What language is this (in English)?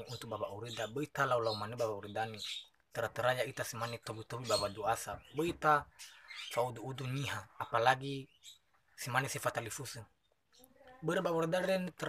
Nias